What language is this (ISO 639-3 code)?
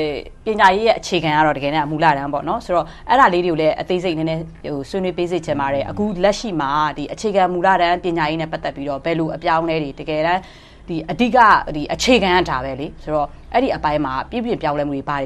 mya